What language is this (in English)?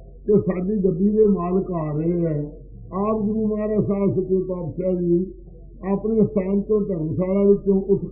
Punjabi